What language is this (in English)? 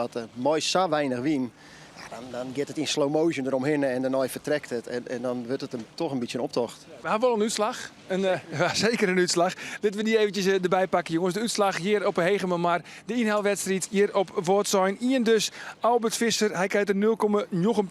Western Frisian